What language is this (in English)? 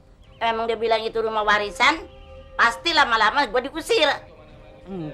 Betawi